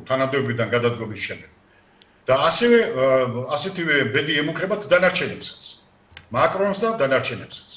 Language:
Georgian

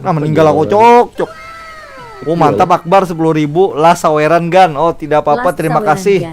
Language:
Banjar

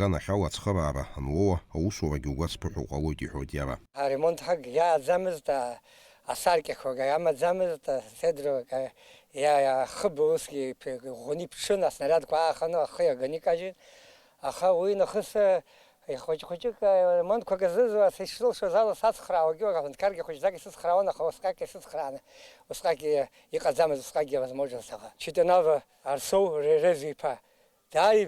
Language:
Abkhazian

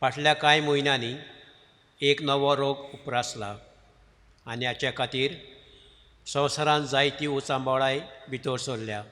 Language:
Konkani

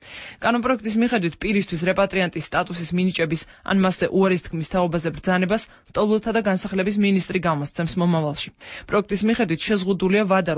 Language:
Georgian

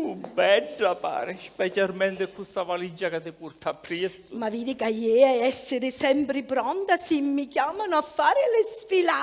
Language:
Sicilian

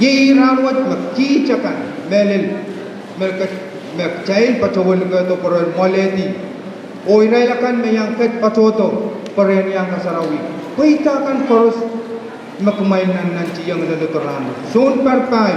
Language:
Pohnpeian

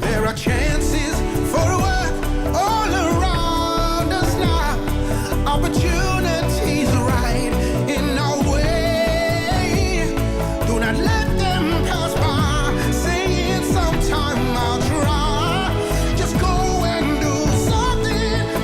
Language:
Tahitian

